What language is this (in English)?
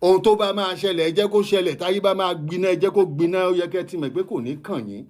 Yoruba